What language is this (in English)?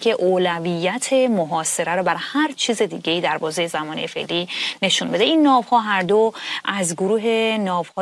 Persian